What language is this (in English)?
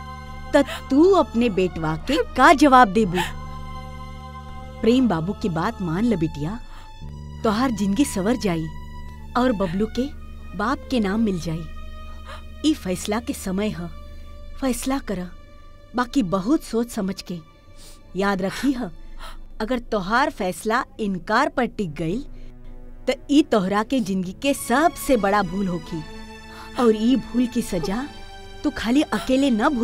Bhojpuri